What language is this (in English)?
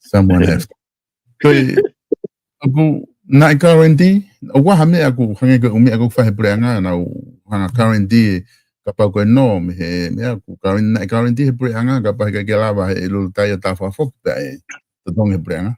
Tongan